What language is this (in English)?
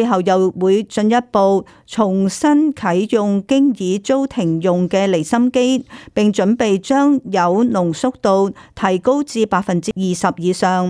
Cantonese